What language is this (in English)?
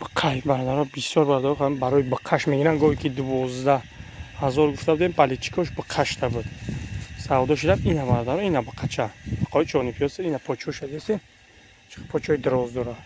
Tajik